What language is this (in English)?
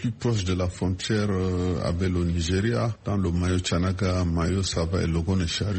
French